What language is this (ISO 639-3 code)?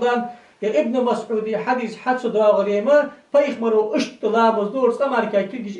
inh